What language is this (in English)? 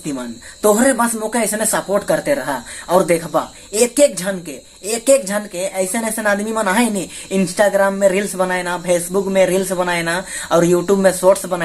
Sadri